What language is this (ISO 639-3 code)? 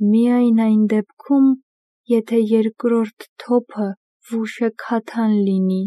hye